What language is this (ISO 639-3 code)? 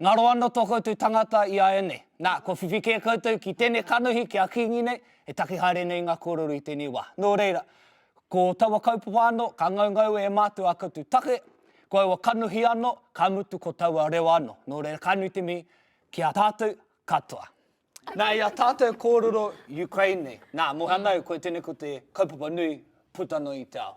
mri